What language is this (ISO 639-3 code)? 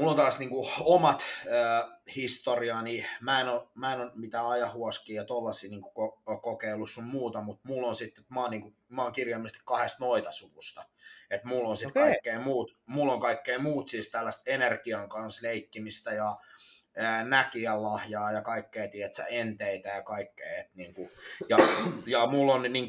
fin